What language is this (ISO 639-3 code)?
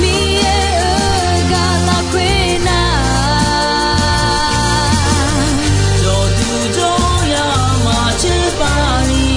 ahk